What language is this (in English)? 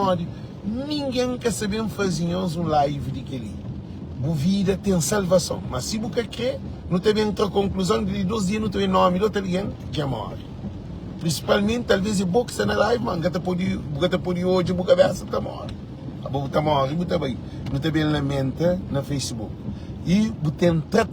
Kabuverdianu